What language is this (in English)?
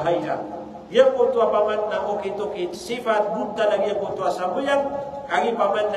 Maranao